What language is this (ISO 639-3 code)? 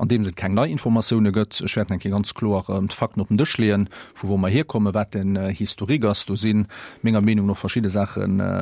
ltz